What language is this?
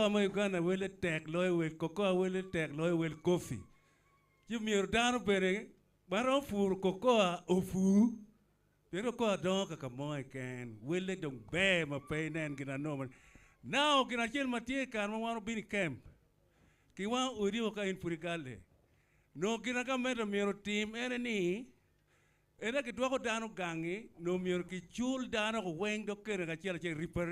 Acoli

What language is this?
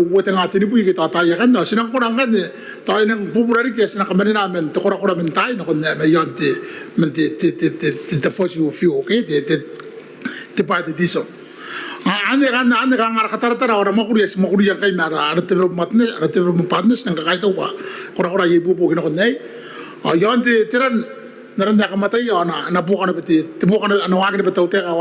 Gilbertese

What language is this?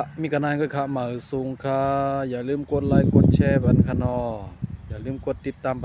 Shan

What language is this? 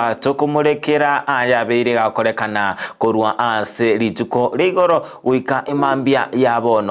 Gusii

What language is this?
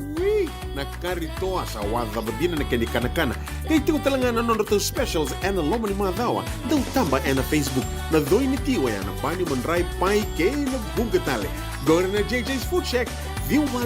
Fijian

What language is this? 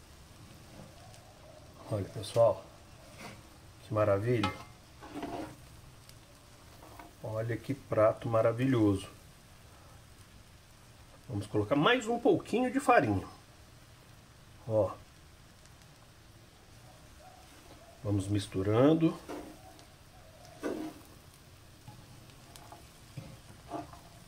Portuguese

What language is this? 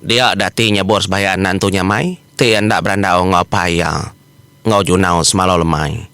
Iban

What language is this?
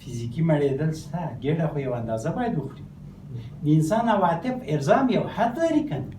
Pashto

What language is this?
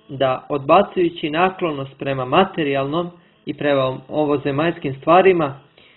Serbian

